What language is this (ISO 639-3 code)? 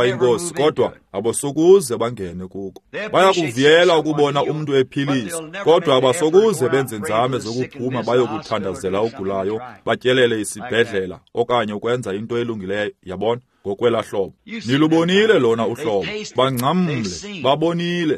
xho